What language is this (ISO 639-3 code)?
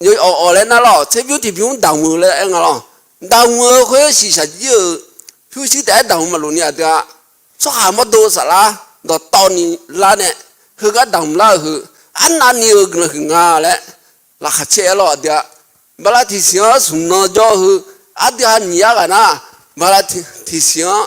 ahk